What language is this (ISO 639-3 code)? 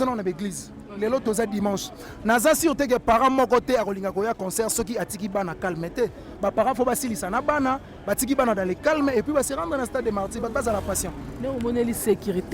lin